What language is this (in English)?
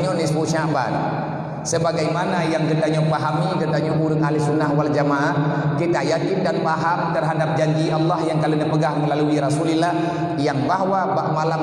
Achinese